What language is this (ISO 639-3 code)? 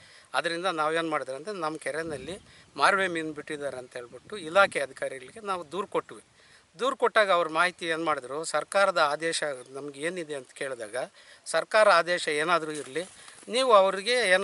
kan